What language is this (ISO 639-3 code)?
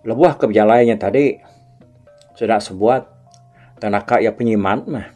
iba